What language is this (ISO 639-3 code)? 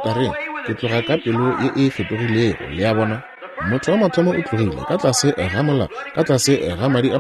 nso